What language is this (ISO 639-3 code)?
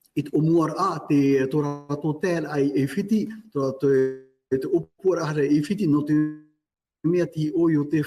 tah